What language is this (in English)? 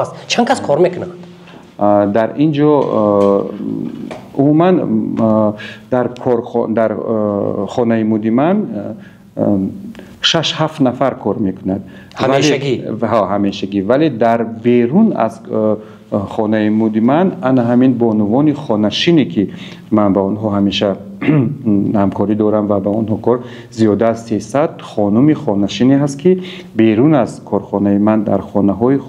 Tajik